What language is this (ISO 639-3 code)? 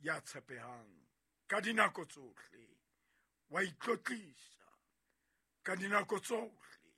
sot